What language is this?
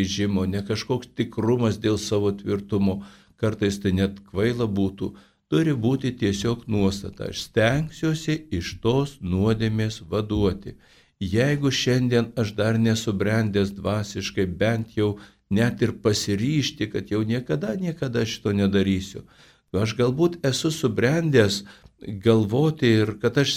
Lithuanian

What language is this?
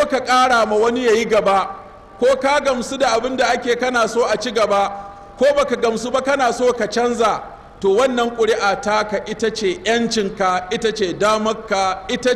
Hausa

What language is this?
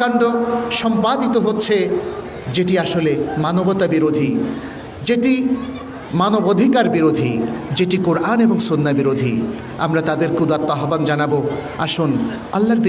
Bangla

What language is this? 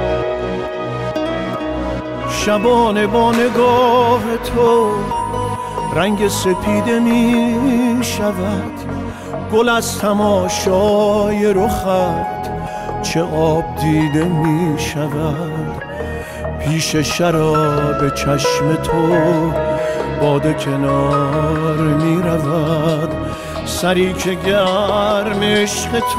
Persian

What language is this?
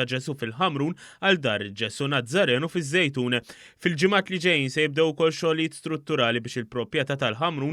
Maltese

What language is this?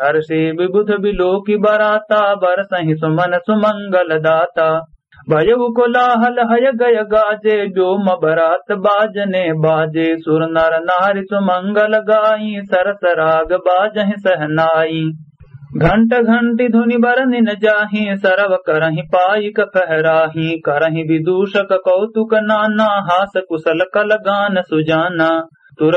Awadhi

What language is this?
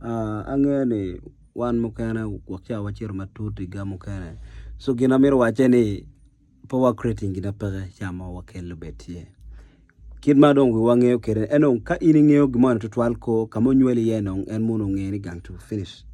Acoli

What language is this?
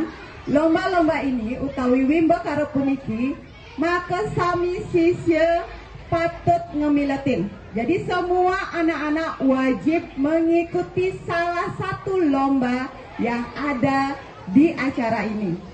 Balinese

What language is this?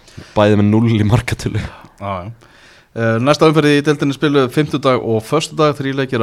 Icelandic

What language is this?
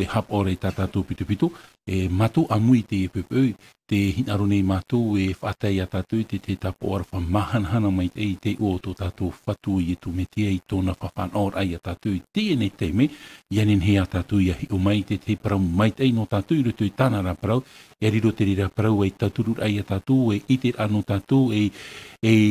Tahitian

